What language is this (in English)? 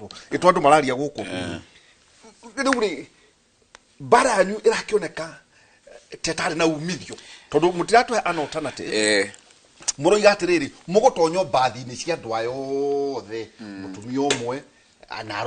Kikuyu